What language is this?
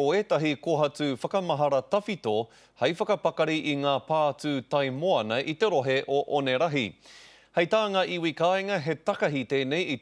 Māori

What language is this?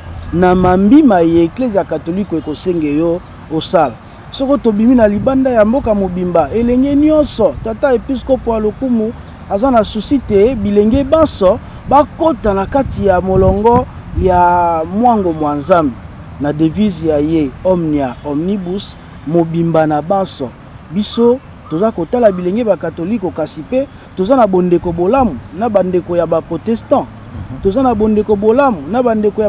Lingala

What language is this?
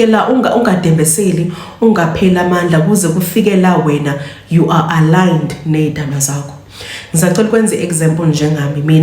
Zulu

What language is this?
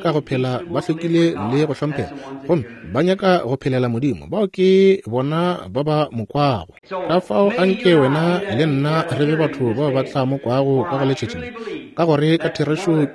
Northern Sotho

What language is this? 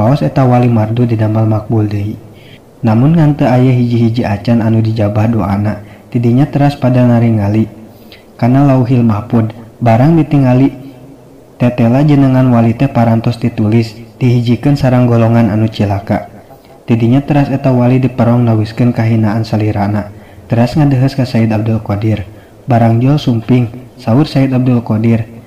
Sundanese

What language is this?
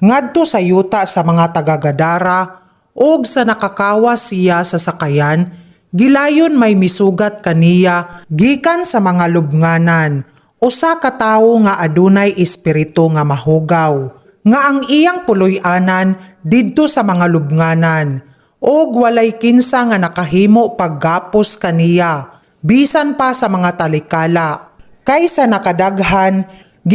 Cebuano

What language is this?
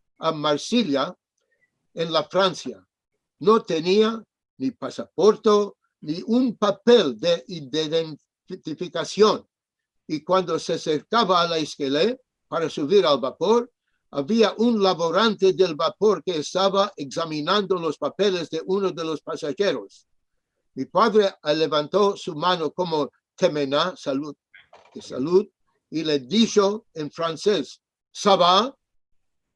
Ladino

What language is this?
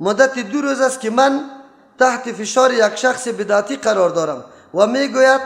Persian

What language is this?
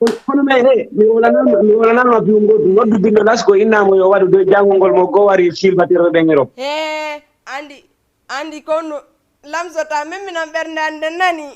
Fula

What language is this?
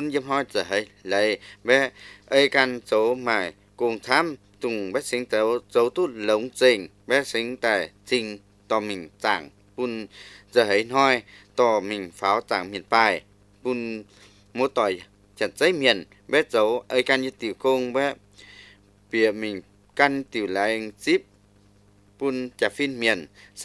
Vietnamese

